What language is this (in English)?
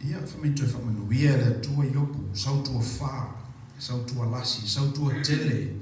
Samoan